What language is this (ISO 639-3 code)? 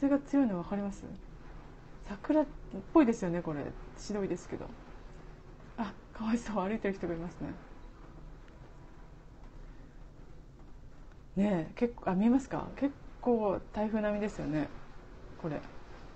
jpn